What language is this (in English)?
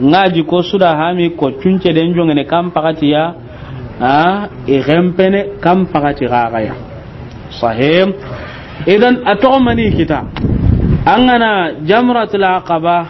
Soninke